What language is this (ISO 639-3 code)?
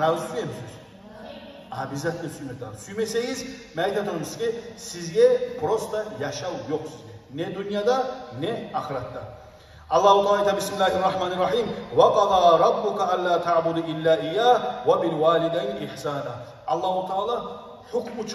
kum